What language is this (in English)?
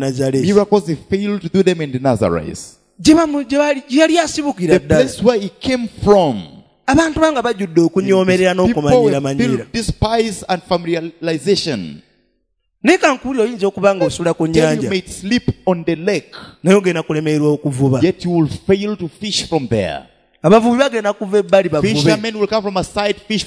Ganda